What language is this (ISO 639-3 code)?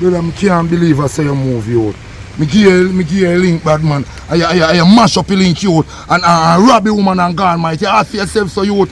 jam